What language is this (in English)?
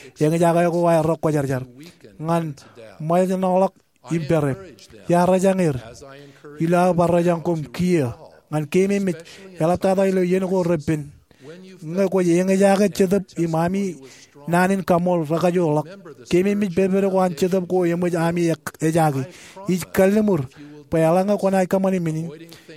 Marshallese